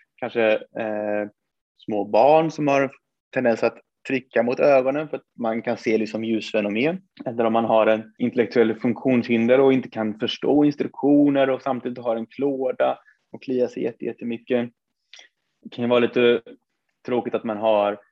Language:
Swedish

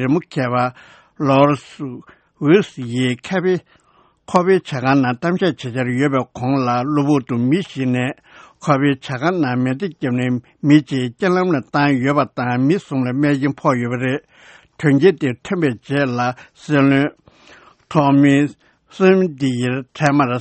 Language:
Tibetan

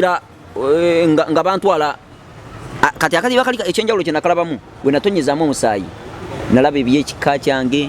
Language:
Ganda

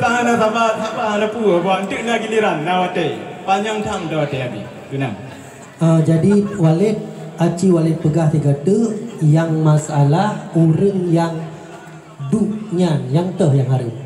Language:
Achinese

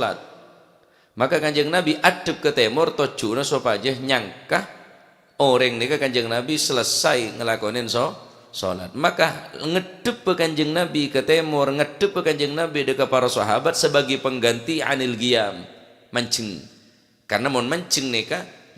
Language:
Madurese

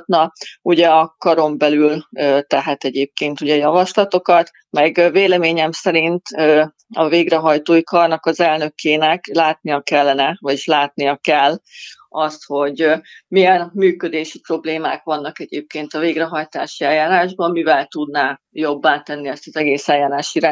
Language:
Hungarian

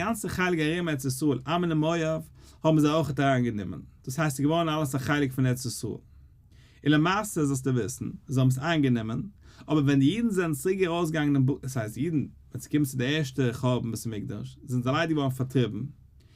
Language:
Yiddish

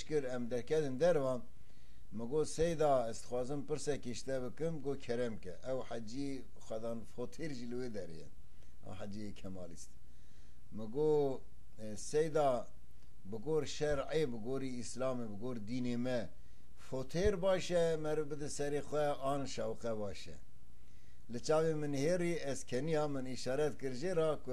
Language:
Kurdish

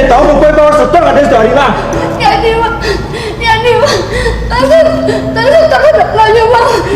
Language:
Minangkabau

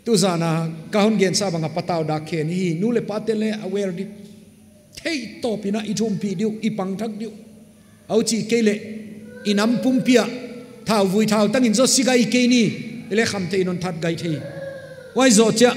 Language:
Paite Chin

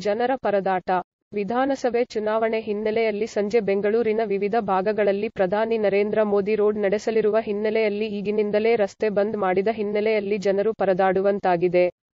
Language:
Kannada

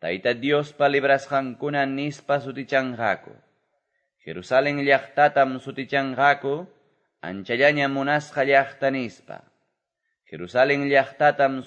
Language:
Quechua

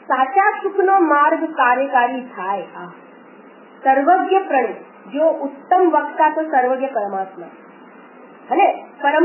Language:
Gujarati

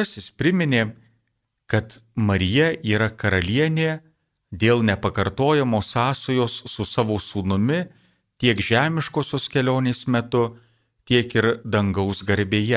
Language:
Lithuanian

